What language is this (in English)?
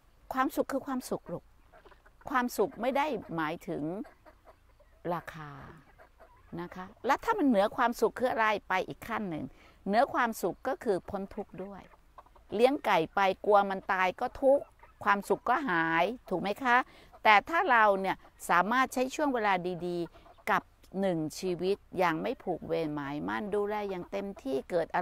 Thai